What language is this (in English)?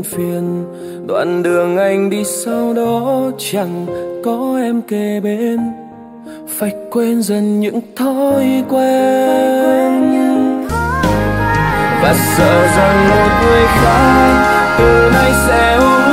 Vietnamese